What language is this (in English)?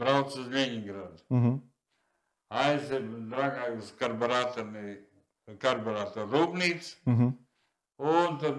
Latvian